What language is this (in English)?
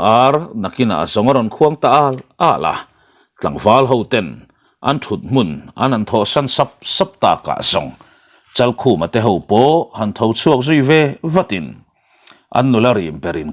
Mizo